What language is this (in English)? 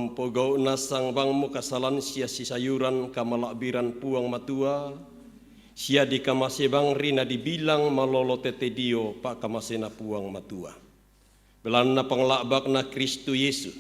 Toraja-Sa'dan